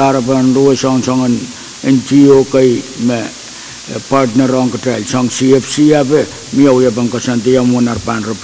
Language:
Pohnpeian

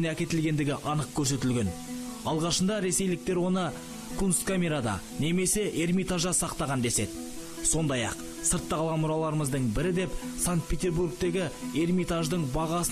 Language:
Kazakh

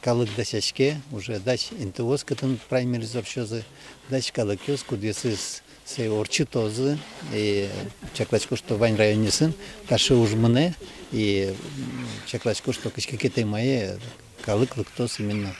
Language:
Udmurt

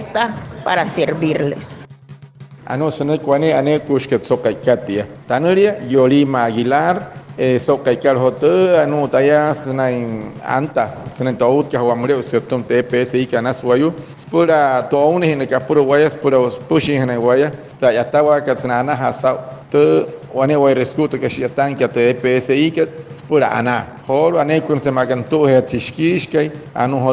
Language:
Wayuu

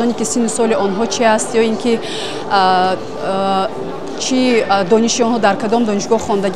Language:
Tajik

